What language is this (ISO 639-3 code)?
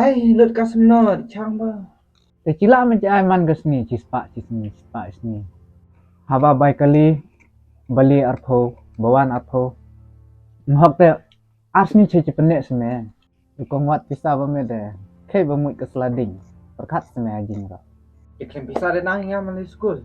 kha